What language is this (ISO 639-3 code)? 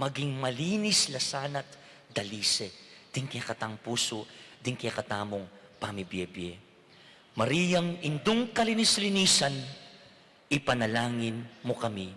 pam